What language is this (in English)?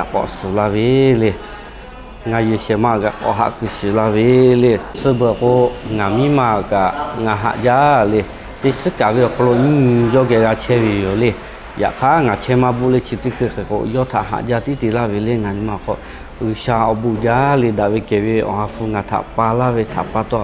Lahu